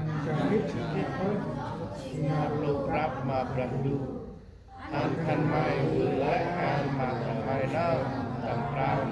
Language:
Central Mnong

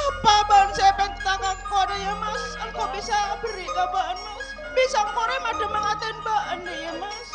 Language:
Madurese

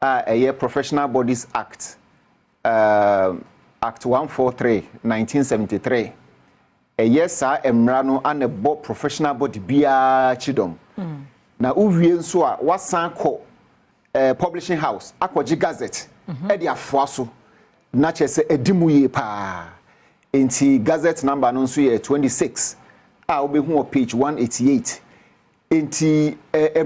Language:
Akan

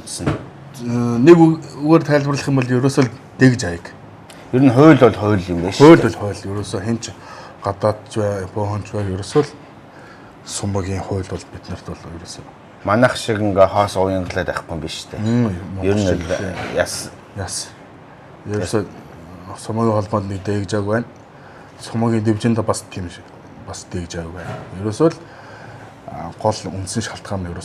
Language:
Mongolian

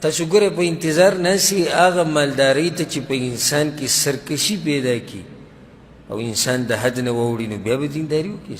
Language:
Pashto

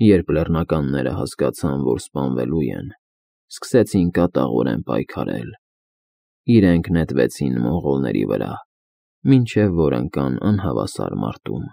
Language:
Armenian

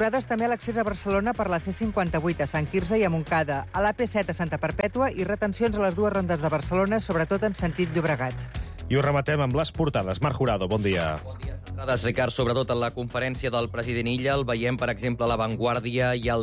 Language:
Catalan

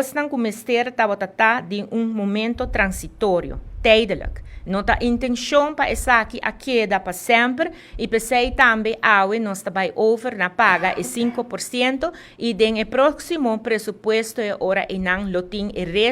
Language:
Papiamento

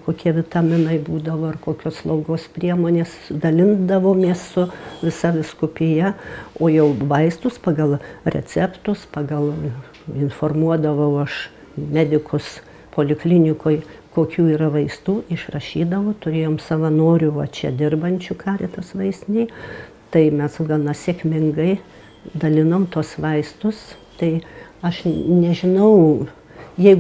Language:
Lithuanian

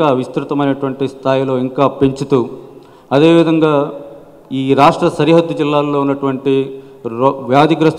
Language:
Telugu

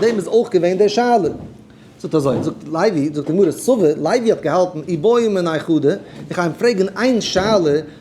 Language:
Yiddish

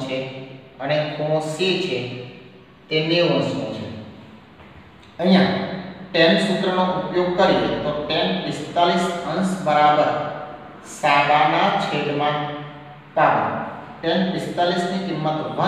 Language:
Gujarati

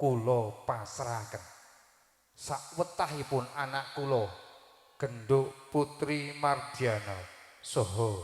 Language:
Javanese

